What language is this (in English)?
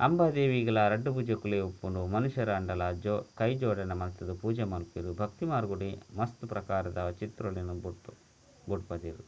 Tulu